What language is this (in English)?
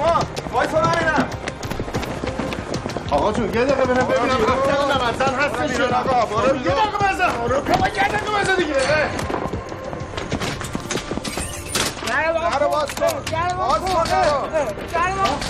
Persian